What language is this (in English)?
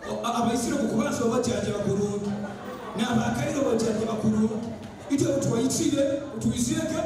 Nyoro